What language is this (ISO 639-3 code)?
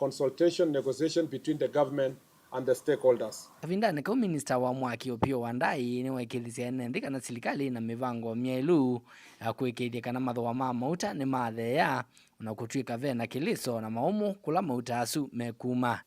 kam